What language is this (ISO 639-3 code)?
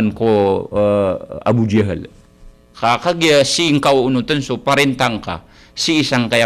mrw